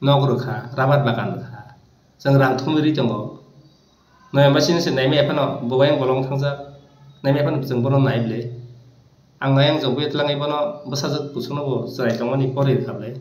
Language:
Kok Borok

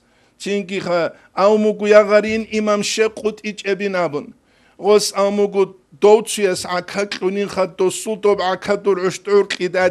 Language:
Avaric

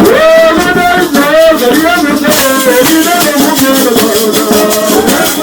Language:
Luo (Kenya and Tanzania)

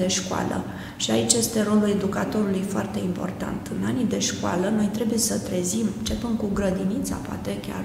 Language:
Romanian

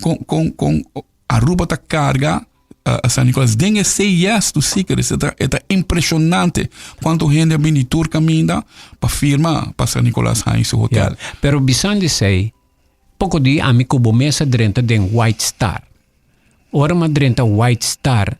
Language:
Papiamento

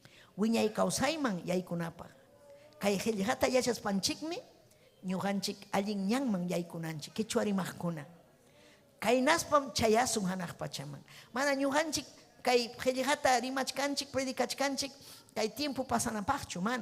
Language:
Ayacucho Quechua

